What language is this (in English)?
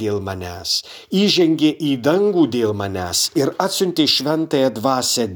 Lithuanian